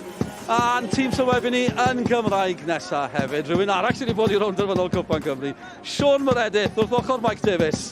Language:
Welsh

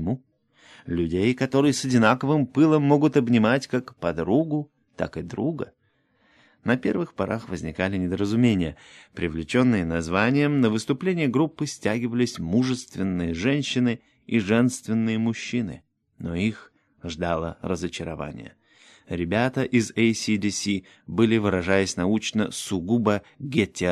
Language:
Russian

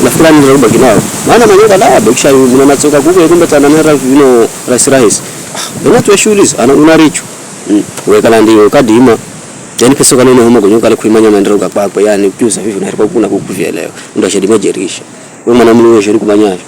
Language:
Swahili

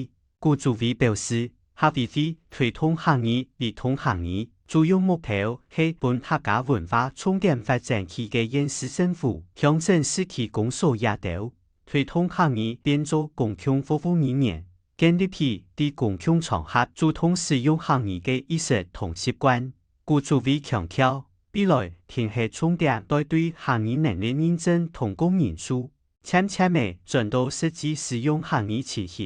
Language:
Hakka Chinese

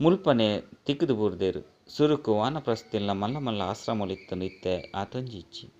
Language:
Tulu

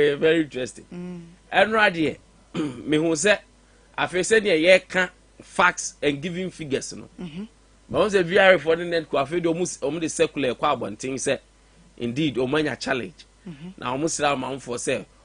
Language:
Akan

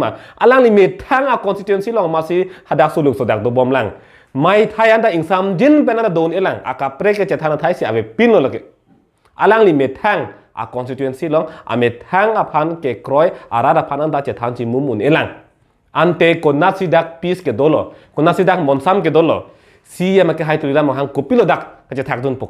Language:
Karbi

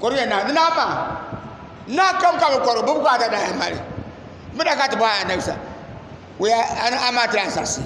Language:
Dagbani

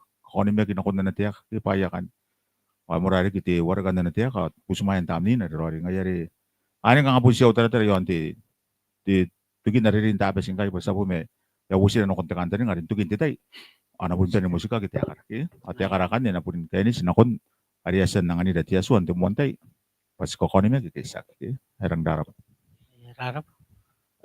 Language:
Gilbertese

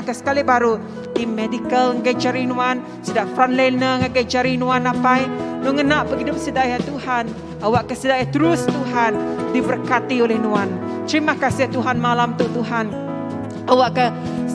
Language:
Iban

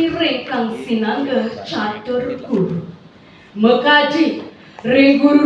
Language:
Balinese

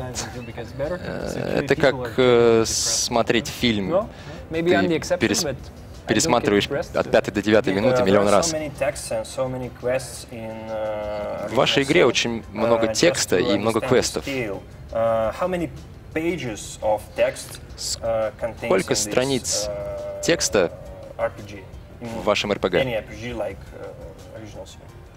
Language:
Russian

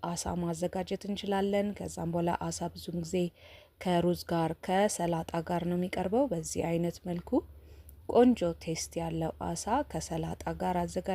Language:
Amharic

